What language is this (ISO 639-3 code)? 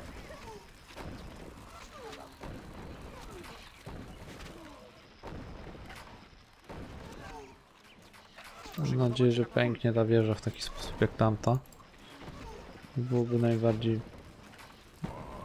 pol